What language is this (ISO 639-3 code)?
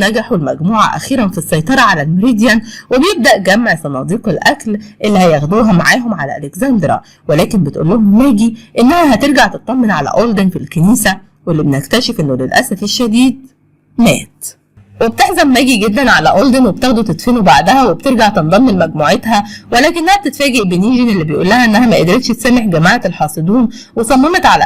arz